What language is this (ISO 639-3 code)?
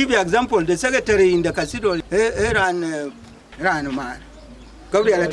din